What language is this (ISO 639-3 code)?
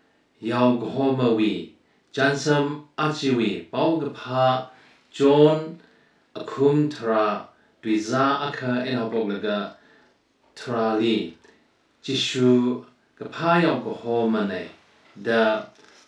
nmf